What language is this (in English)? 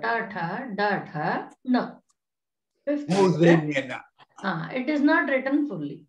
Sanskrit